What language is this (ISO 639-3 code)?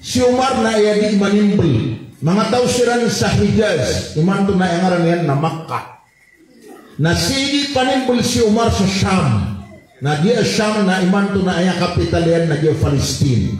mrw